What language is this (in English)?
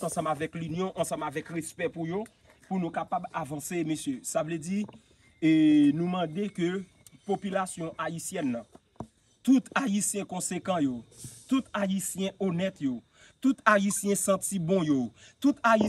Haitian Creole